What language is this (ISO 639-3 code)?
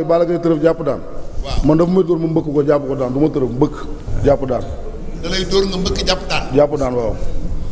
wol